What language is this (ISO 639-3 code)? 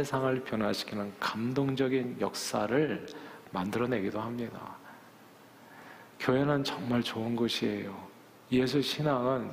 kor